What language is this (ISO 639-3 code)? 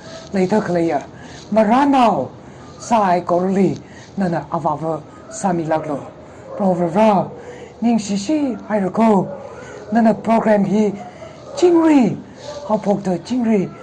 nmf